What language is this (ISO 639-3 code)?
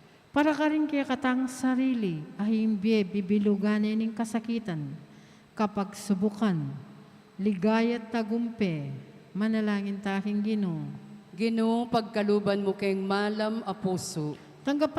pam